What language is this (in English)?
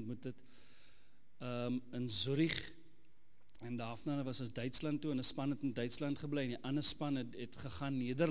Afrikaans